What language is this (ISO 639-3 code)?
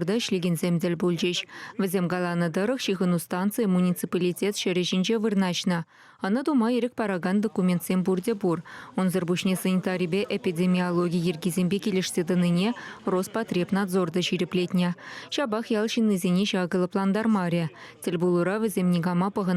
chv